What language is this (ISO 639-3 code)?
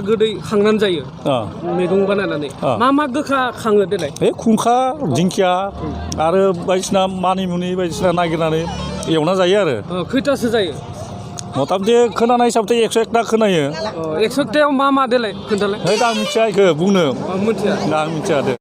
brx